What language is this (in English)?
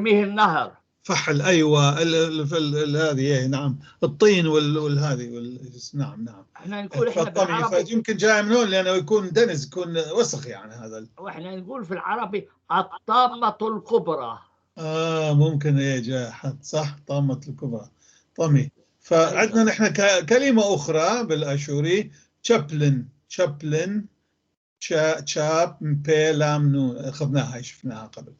North Levantine Arabic